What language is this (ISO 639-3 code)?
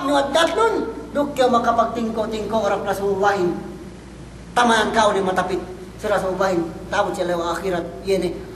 yka